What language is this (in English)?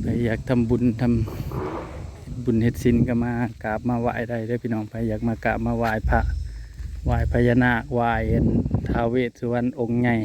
Northeastern Thai